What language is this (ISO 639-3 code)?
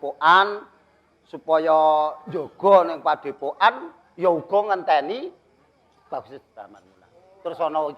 jav